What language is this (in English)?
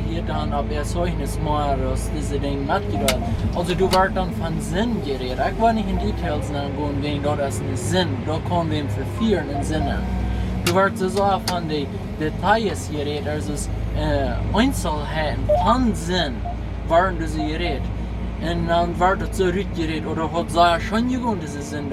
Plautdietsch